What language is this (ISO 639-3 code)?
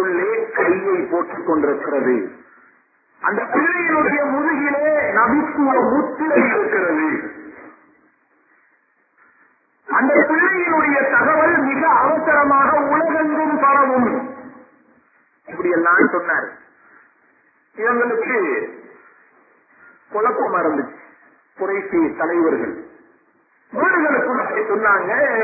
tam